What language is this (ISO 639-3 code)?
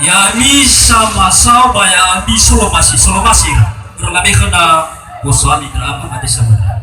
nia